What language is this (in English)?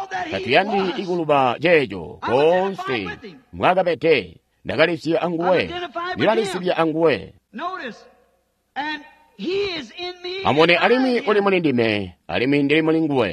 Tonga (Zambia)